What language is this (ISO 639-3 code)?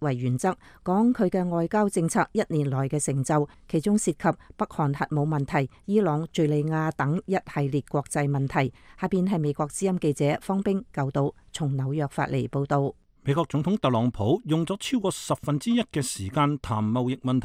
yue